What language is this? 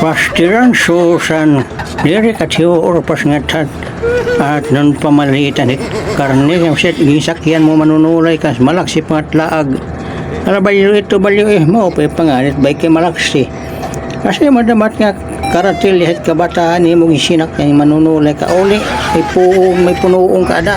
Waray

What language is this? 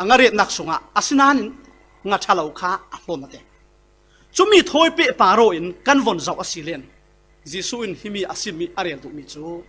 Falam Chin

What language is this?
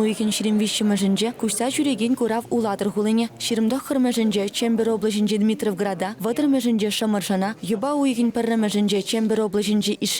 Chuvash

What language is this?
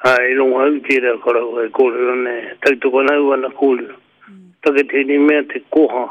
Māori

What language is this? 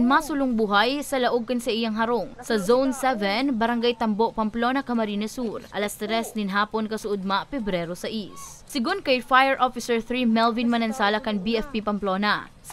Bikol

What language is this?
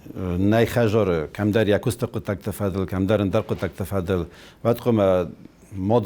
Ossetic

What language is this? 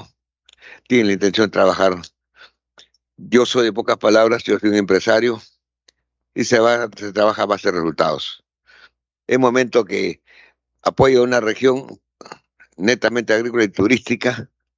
Spanish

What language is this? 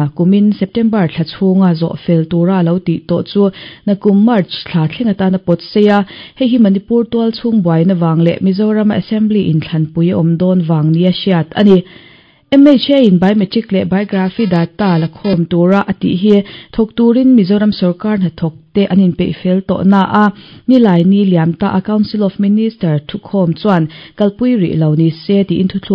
Mizo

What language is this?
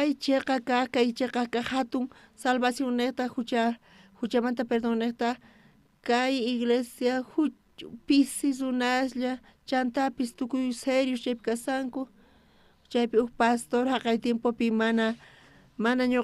South Bolivian Quechua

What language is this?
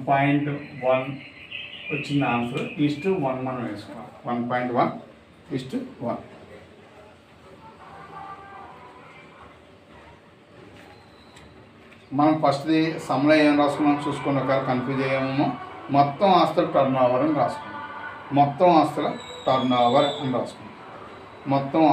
Telugu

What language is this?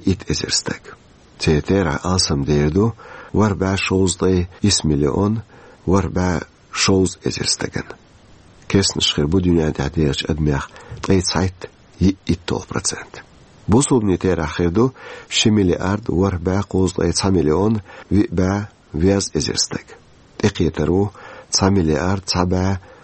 Chechen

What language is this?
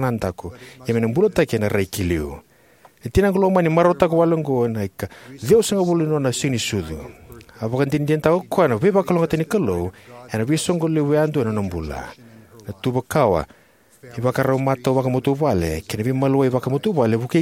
Fijian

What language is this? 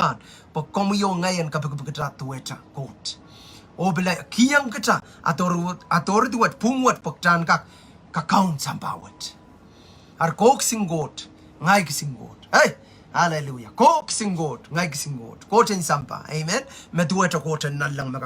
Pohnpeian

